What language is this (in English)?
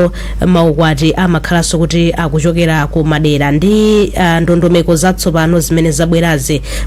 Nyanja